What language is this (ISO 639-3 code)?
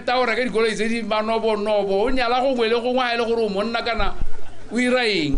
tsn